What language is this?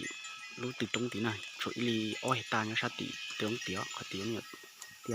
Hmong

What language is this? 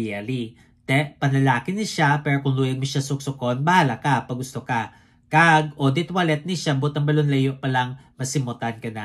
Hiligaynon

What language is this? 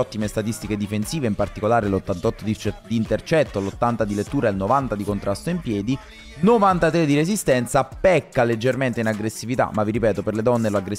Italian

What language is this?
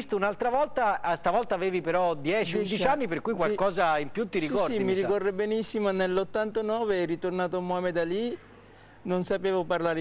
Italian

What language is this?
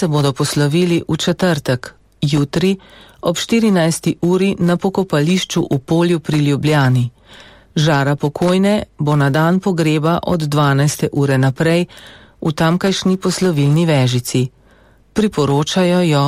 Slovenian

